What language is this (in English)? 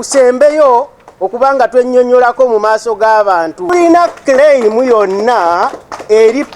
Ganda